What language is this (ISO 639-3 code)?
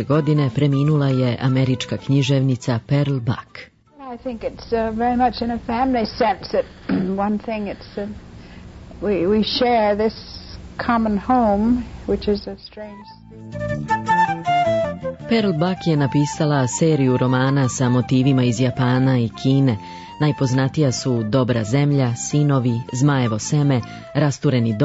srp